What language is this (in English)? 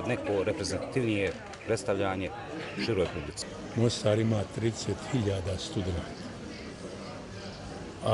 Bosnian